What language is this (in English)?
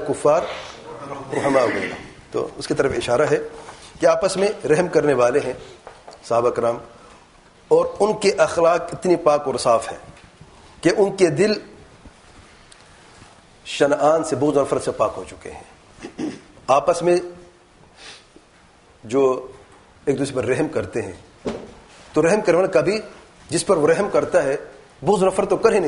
Urdu